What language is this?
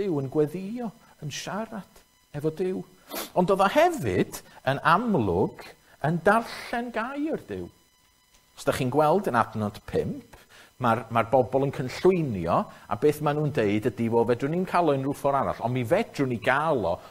Welsh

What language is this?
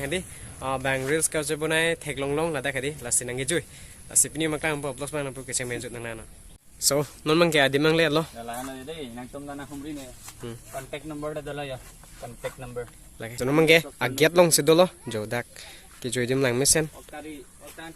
Karbi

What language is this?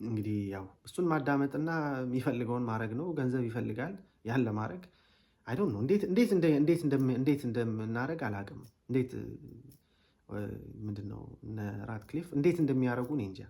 Amharic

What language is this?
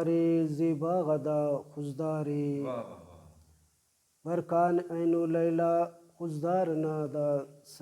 Brahui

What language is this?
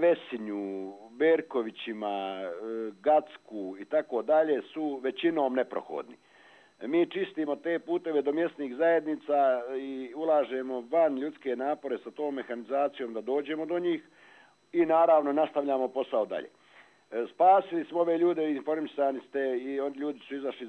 Croatian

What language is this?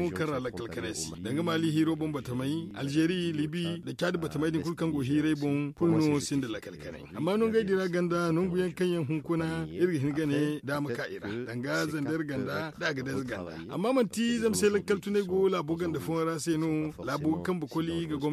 Zarma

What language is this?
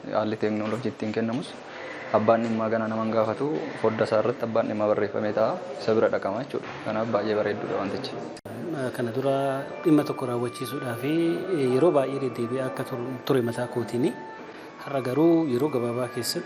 Oromo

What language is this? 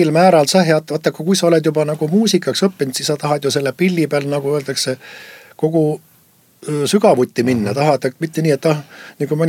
Estonian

